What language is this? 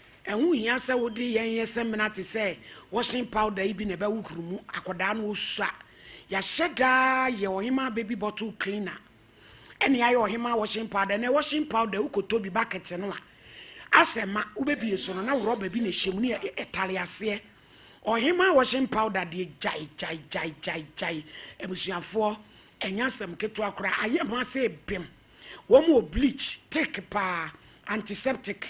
Akan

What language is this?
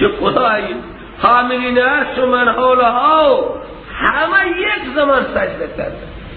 Persian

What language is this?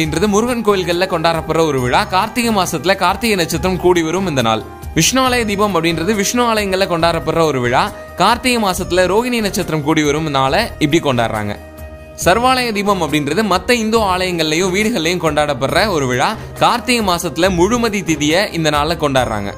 Tamil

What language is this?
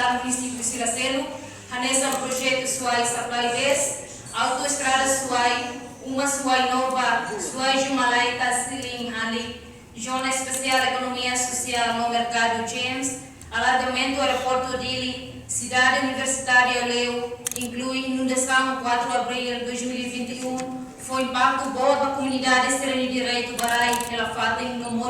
Tetum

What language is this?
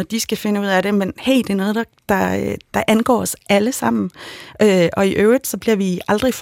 Danish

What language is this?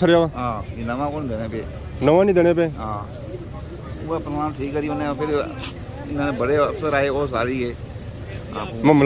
Pahari-Potwari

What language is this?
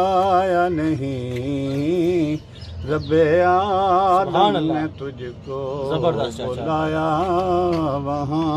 Pahari-Potwari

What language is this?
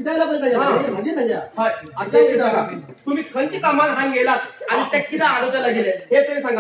Konkani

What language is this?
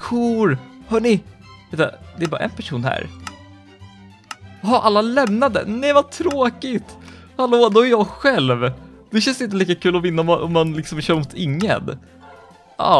Swedish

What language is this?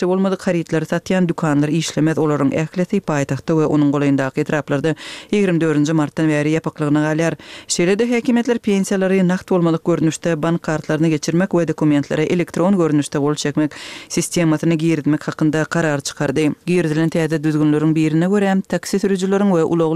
Turkmen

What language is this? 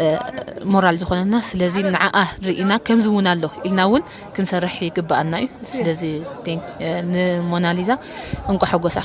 Tigrinya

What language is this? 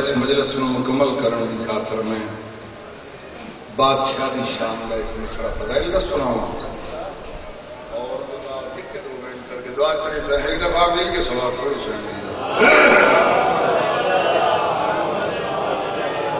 Urdu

